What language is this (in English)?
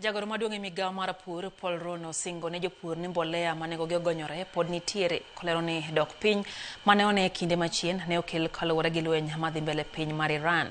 Luo (Kenya and Tanzania)